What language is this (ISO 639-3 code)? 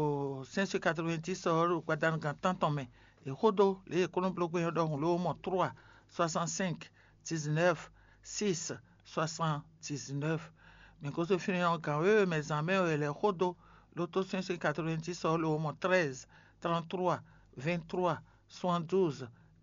fon